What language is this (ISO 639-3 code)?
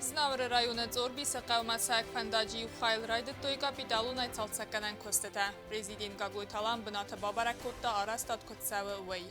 oss